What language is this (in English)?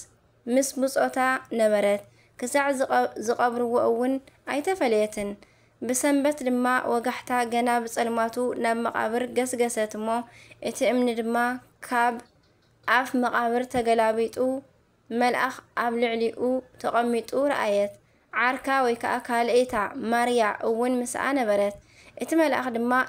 Tigrinya